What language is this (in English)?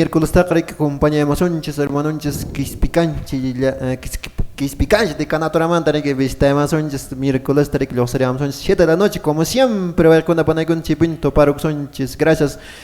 Quechua